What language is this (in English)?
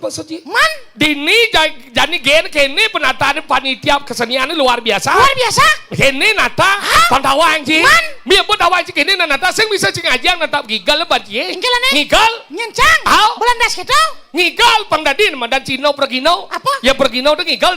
Balinese